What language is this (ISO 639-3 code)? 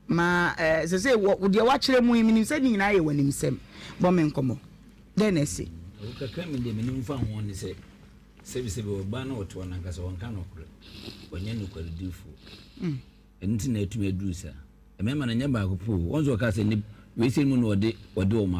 aka